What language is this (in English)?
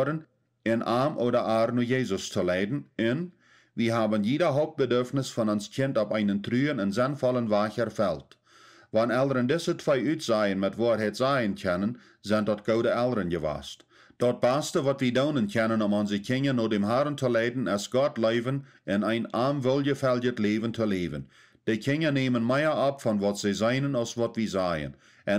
Plautdietsch